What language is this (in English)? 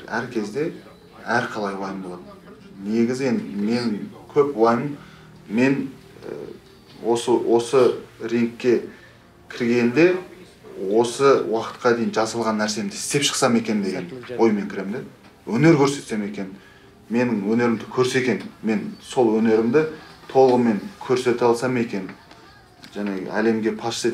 Kazakh